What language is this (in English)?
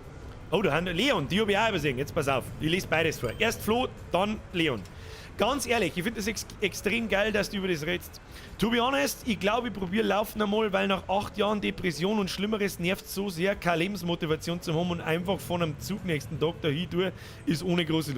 Bavarian